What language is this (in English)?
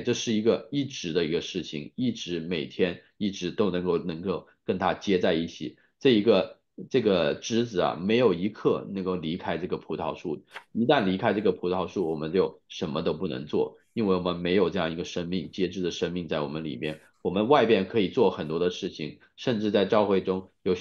Chinese